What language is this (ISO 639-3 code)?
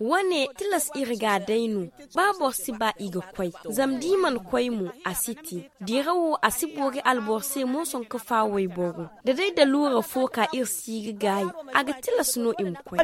dje